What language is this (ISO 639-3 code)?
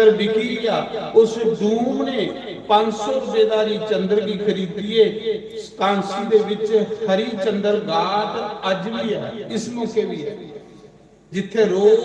doi